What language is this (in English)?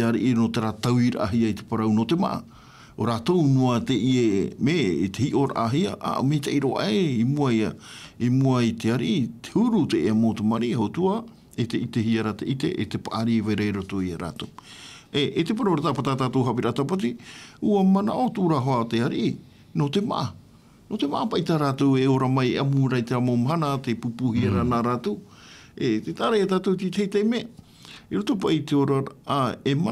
Tahitian